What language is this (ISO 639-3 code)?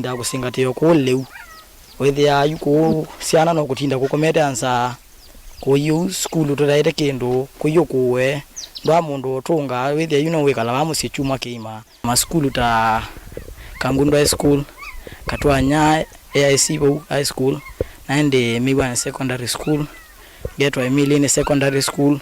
kam